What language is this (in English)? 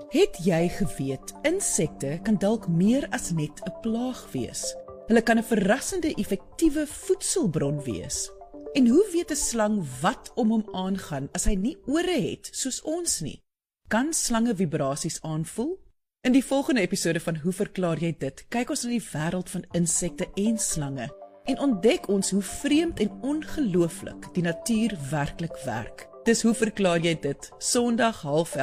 Afrikaans